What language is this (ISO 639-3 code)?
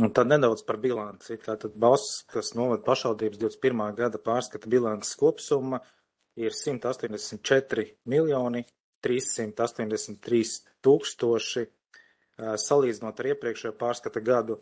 lav